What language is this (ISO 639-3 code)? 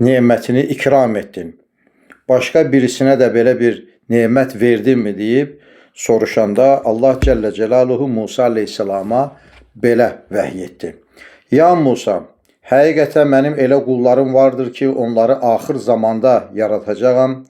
aze